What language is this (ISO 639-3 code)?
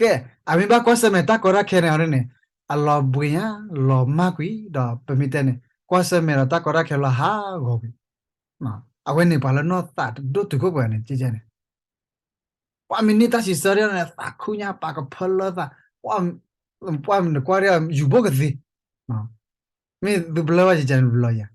ksw